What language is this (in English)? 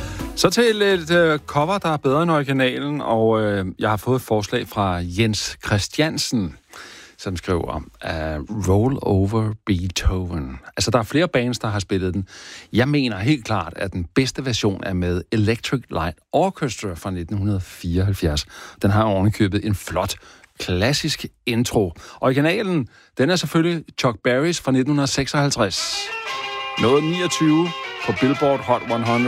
Danish